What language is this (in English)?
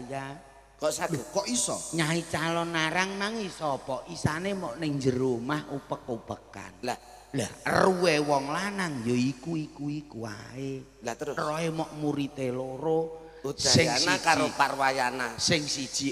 Javanese